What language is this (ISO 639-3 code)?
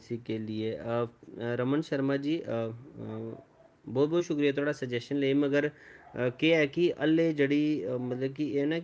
doi